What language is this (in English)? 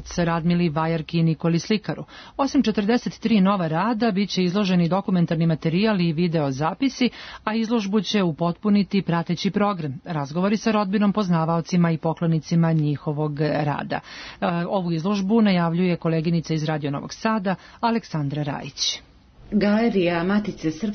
Serbian